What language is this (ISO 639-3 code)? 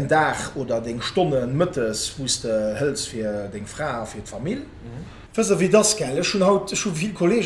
ltz